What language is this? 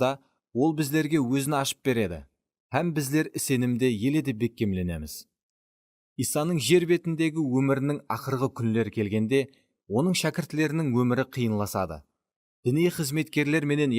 Kara-Kalpak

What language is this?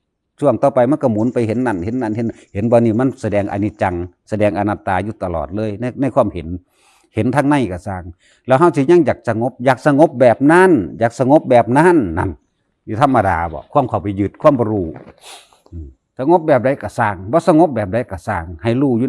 Northeastern Thai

